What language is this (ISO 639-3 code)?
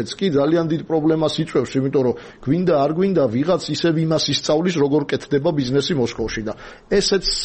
kat